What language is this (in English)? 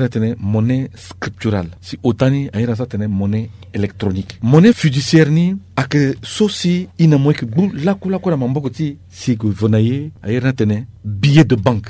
Sango